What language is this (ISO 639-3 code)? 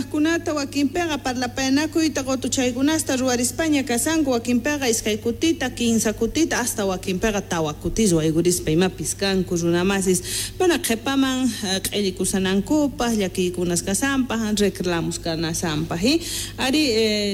quh